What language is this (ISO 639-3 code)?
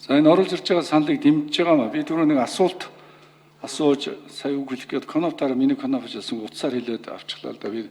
mon